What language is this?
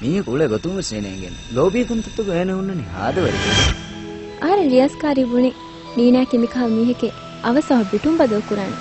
Divehi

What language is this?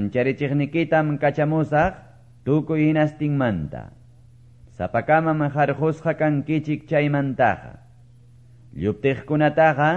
Quechua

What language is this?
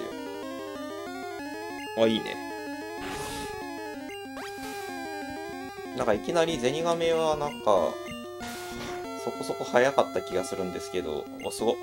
Japanese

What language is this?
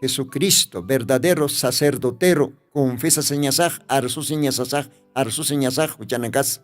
Aymara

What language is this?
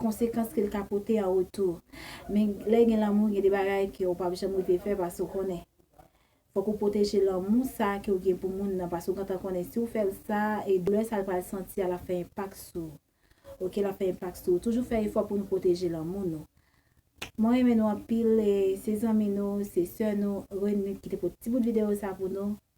Haitian Creole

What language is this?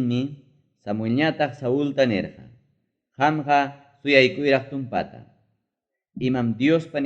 Ayacucho Quechua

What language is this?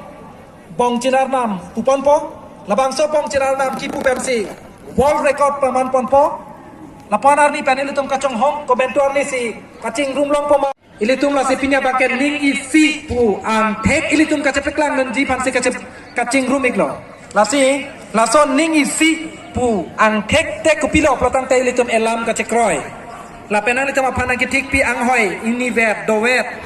Karbi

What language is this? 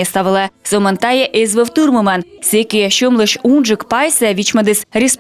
Komi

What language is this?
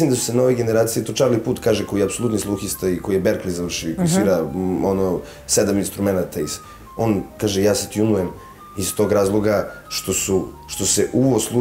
Serbian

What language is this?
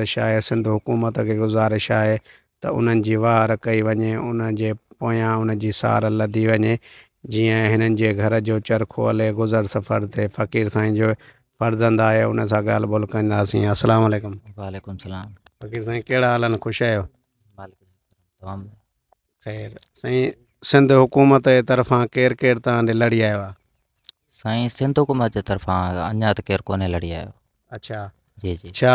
Sindhi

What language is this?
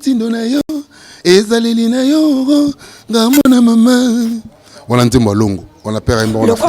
Lingala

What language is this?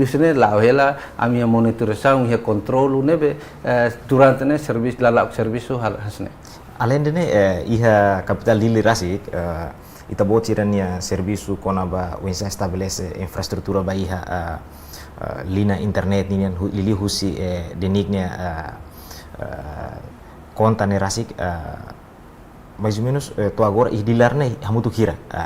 Tetum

